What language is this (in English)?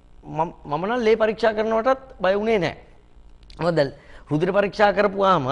Sinhala